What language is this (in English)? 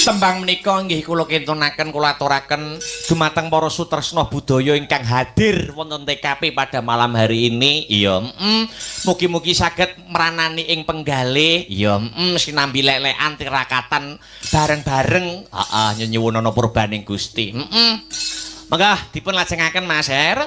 Javanese